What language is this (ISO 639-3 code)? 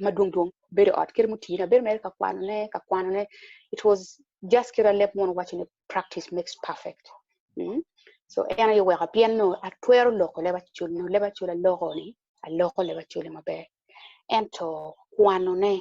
ach